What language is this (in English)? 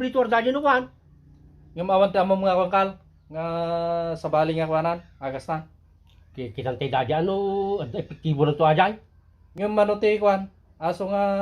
Iloko